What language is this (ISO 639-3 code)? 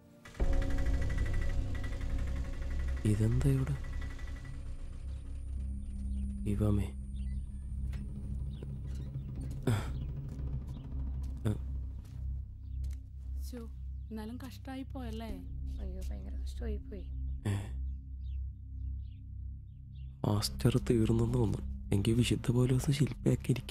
mal